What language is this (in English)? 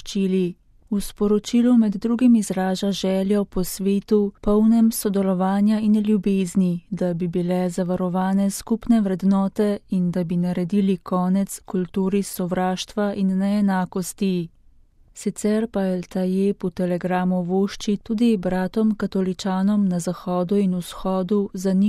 Slovenian